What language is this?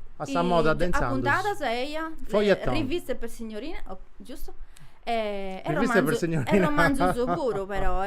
Sardinian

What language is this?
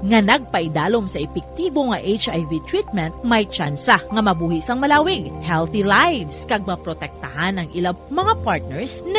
Hiligaynon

